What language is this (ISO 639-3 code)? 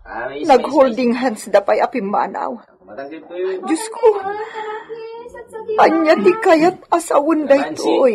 ilo